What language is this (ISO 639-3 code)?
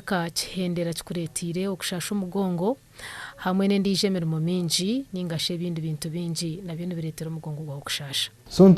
nyn